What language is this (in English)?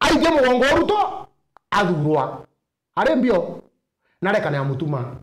Meru